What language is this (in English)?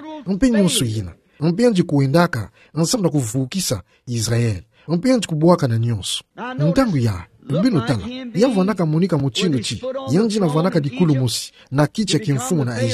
Kituba (Democratic Republic of Congo)